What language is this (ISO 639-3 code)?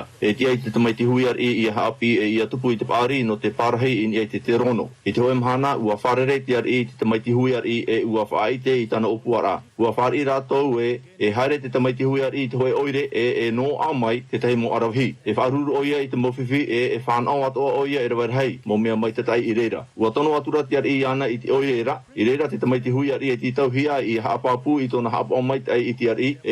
tah